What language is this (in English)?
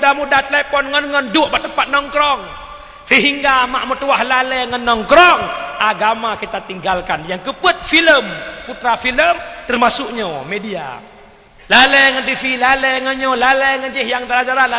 Achinese